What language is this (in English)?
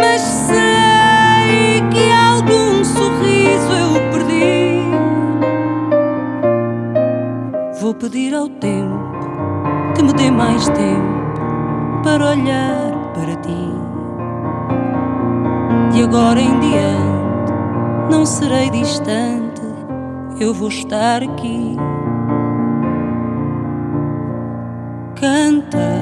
Portuguese